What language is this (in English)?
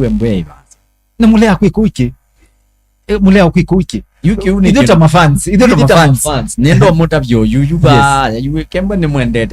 Kamba